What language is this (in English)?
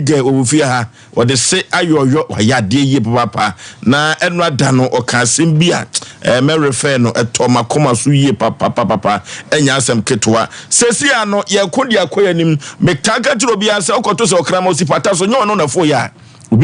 Akan